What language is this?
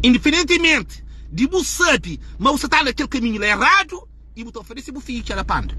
Kabuverdianu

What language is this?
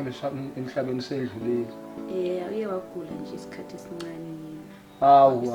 Zulu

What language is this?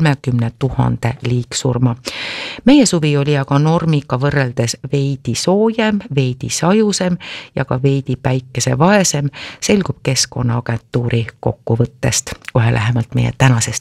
Estonian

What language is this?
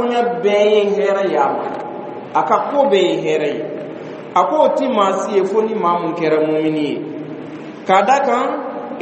Bambara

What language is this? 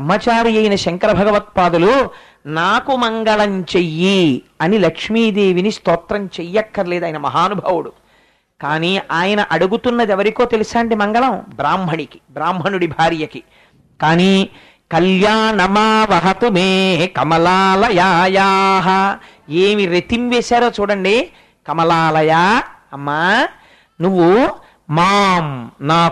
Telugu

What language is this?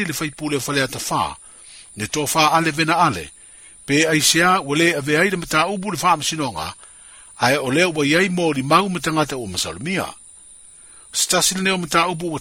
Samoan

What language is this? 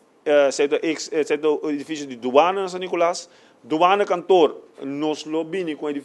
Papiamento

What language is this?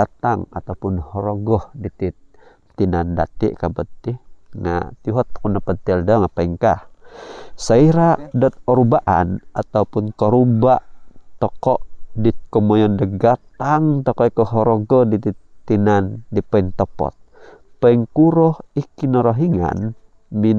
Central Dusun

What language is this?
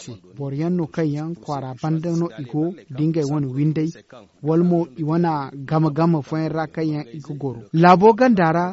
Zarma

